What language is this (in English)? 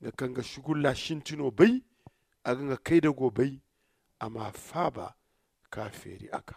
Zarma